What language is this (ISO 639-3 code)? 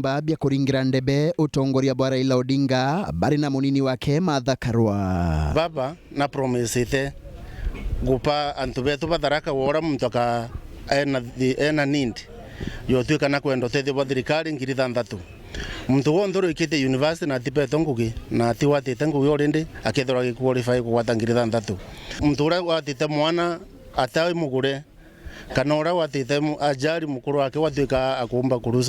mer